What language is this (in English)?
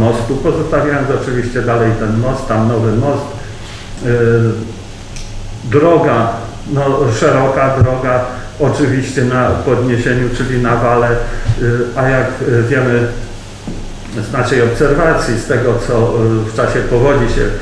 Polish